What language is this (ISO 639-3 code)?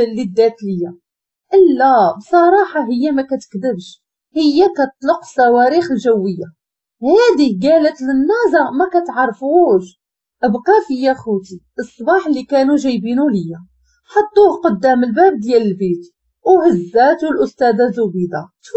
ary